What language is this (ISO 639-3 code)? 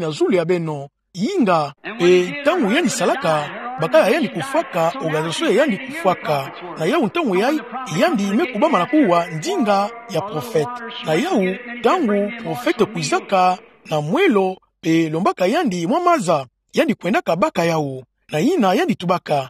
ktu